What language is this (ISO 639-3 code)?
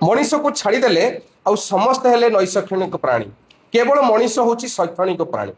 ori